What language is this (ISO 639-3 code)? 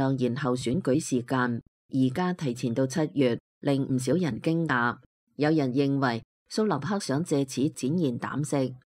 yue